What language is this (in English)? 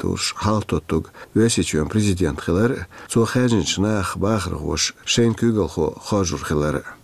Chechen